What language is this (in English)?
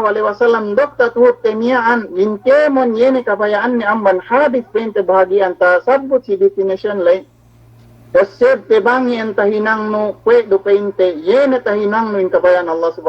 Yakan